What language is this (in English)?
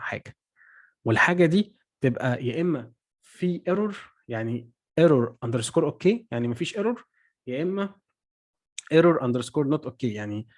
Egyptian Arabic